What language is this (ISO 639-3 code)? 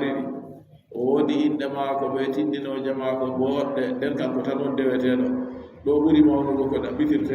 fub